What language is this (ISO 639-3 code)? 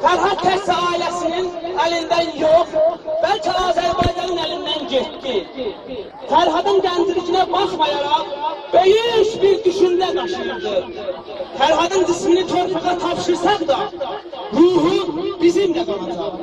azb